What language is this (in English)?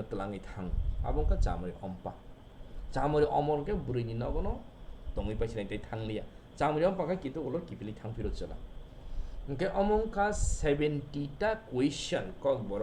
Kok Borok